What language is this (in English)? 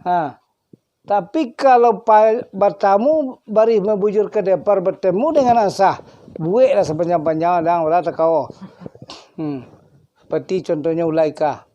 Minangkabau